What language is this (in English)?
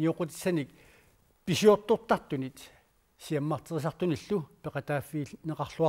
Kalaallisut